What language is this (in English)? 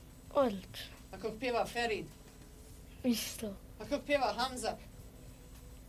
Bosnian